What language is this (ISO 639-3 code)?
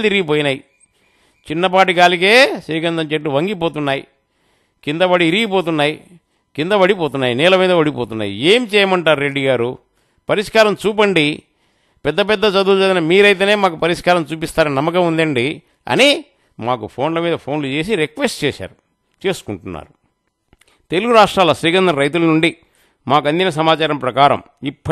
tel